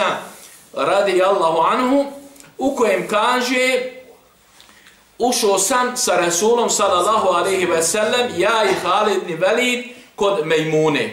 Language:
Bosnian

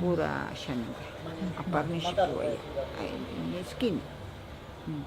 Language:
Ashéninka Perené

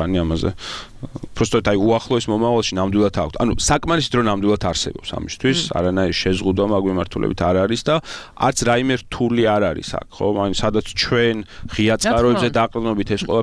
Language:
Georgian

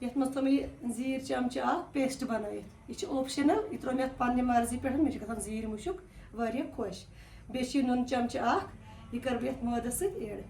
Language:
Kashmiri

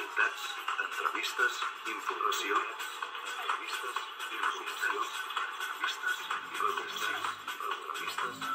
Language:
Catalan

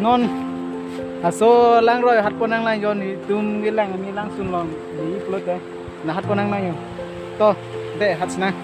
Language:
Karbi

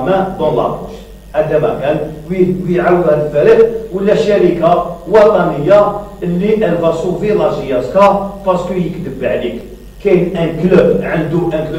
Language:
Algerian Arabic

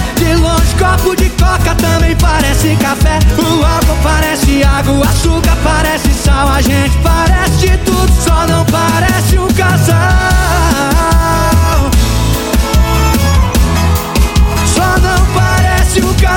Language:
Portuguese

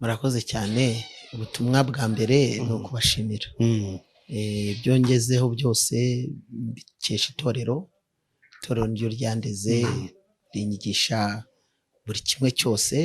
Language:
Kinyarwanda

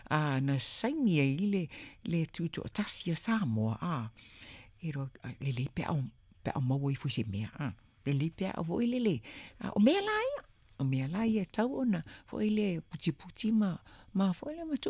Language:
Samoan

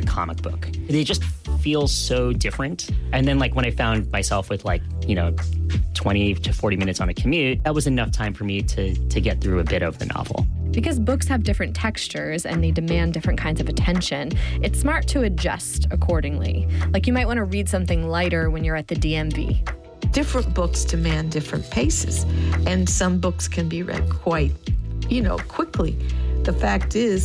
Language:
English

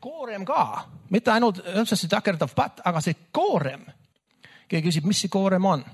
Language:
Estonian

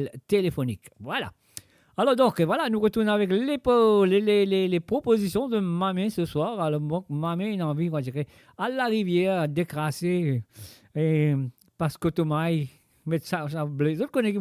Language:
Morisyen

